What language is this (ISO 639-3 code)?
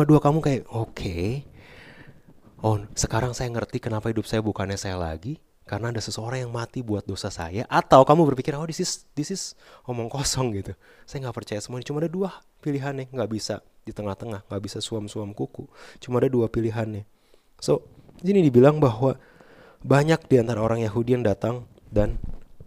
ind